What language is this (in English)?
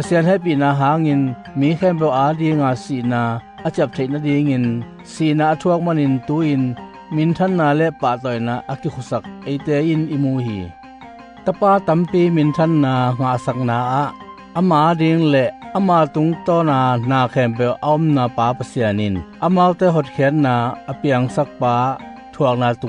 Tedim Chin